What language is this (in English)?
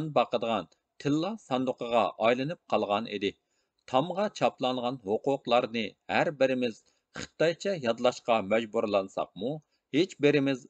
Uyghur